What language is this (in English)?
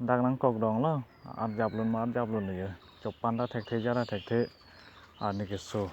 Karbi